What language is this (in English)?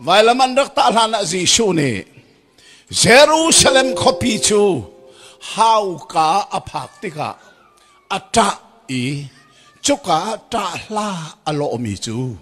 Hakha Chin